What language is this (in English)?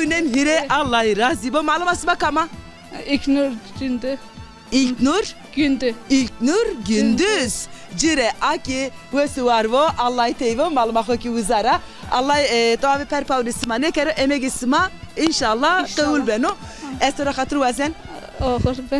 Zaza